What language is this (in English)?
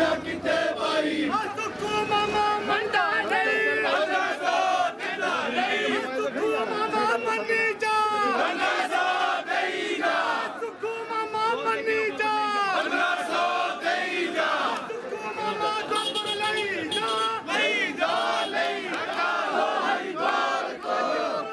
Hindi